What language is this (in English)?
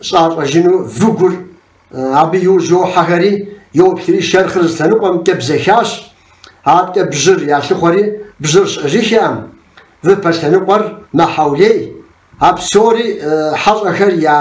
Kabardian